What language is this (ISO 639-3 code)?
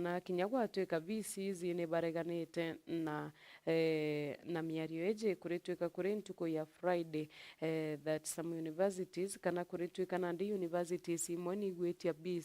mer